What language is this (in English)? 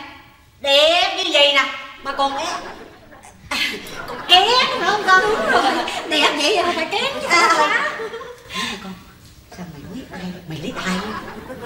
Vietnamese